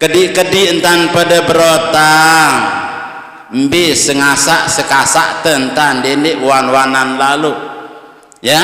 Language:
Sasak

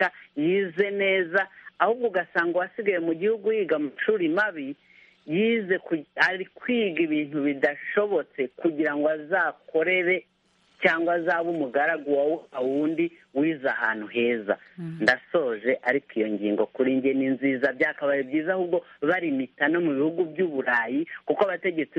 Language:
Kinyarwanda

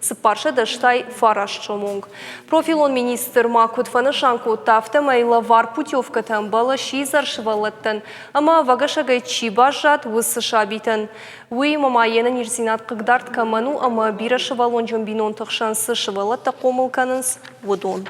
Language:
Ossetic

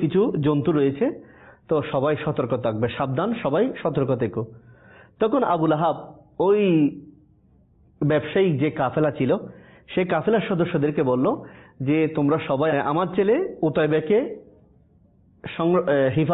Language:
Bangla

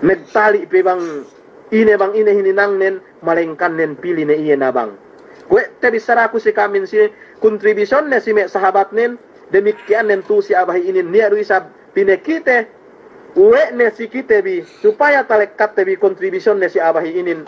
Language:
Yakan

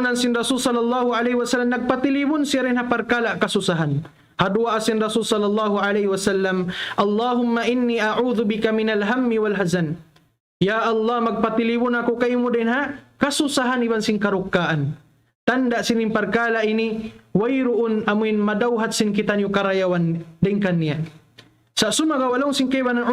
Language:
Tausug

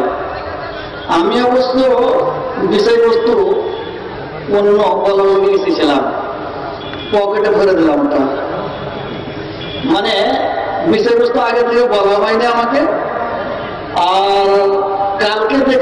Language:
Bangla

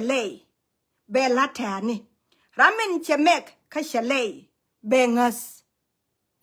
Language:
Nuer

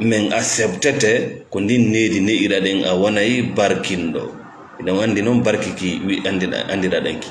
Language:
Fula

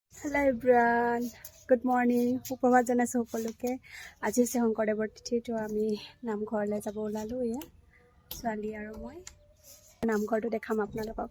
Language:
Assamese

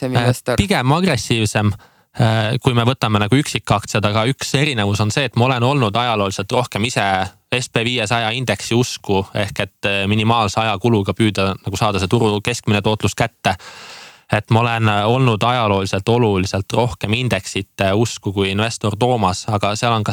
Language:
Estonian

